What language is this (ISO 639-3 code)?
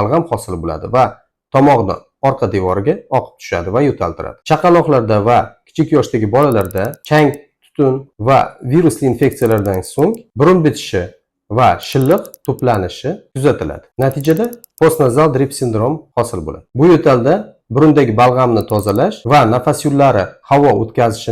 uzb